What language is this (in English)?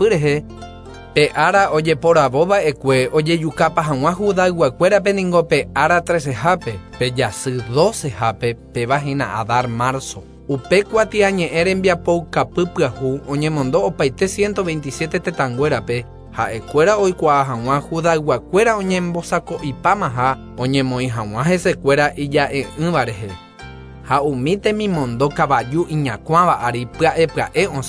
Guarani